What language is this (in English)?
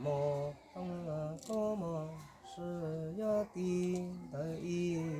Hmong